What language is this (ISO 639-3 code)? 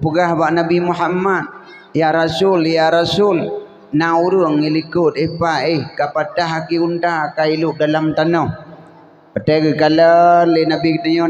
ace